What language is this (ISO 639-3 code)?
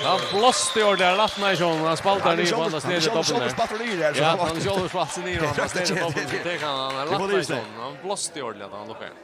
fao